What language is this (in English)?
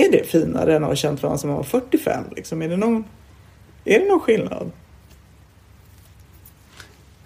Swedish